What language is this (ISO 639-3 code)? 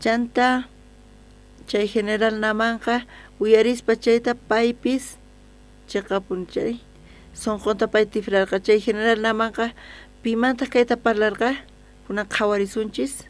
quh